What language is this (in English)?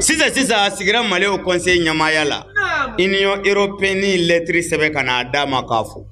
Bambara